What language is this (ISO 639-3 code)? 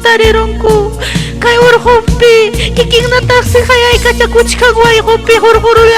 quy